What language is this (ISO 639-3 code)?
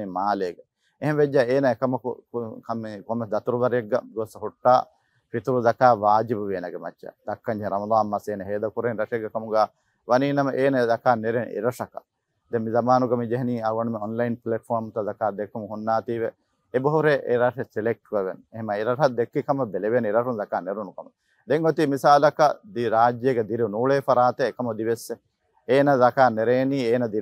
div